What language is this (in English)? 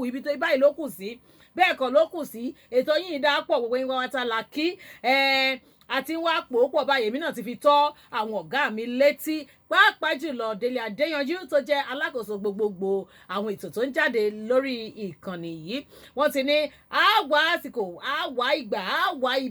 Yoruba